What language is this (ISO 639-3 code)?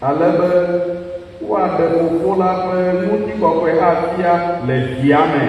ewe